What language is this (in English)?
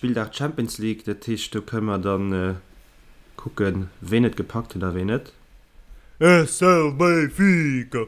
Luxembourgish